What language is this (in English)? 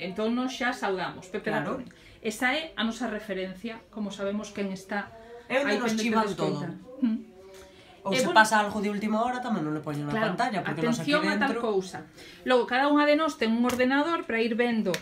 Galician